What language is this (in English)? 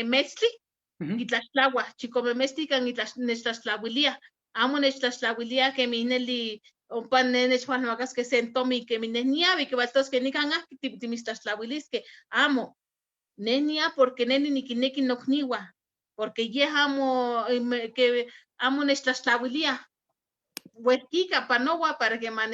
Eastern Huasteca Nahuatl